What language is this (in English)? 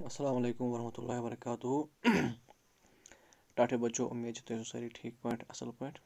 Kashmiri